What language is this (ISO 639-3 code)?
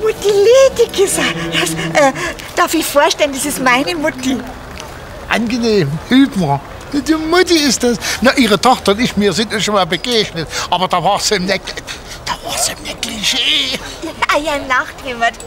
bar